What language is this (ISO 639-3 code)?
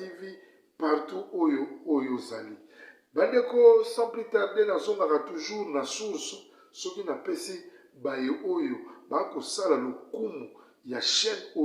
lin